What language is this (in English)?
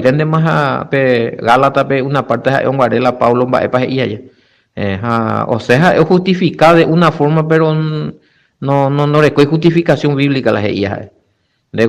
Guarani